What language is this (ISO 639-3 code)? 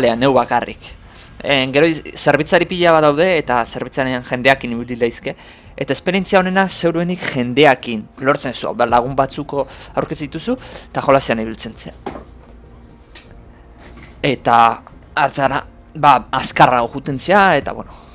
eus